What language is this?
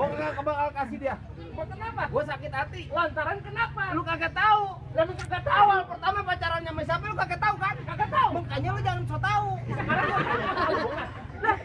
Betawi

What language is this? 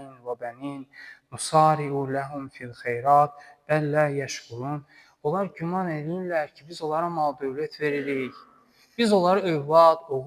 Azerbaijani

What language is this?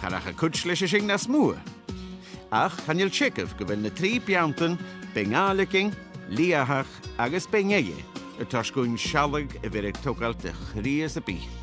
Scottish Gaelic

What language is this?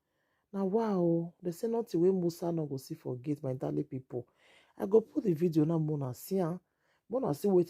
Nigerian Pidgin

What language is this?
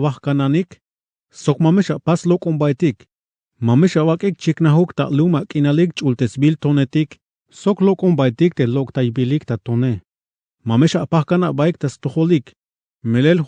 Tzeltal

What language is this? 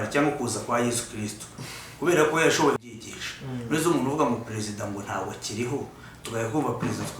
Kinyarwanda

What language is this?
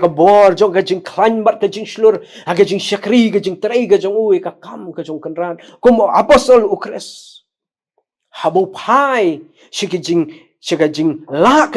Khasi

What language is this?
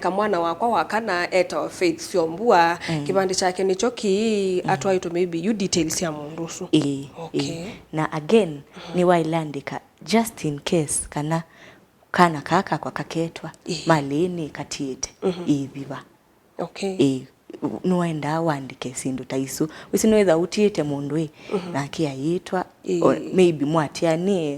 Kamba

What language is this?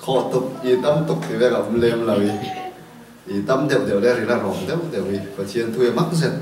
Falam Chin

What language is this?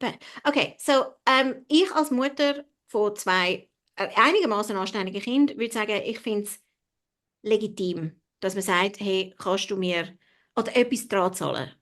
Swiss German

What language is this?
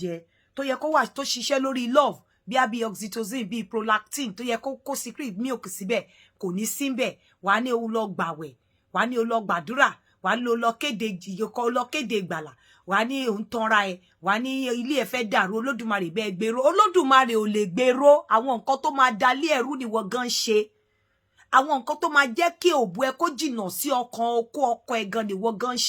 Yoruba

